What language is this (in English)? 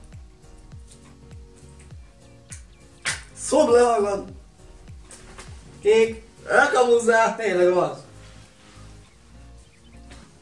Hungarian